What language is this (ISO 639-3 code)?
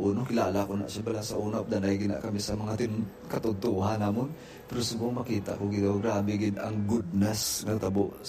hil